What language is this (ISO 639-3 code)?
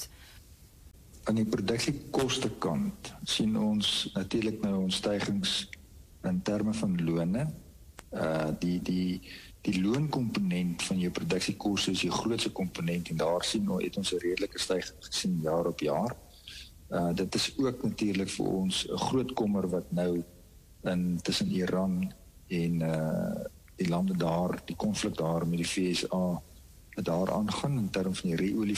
afr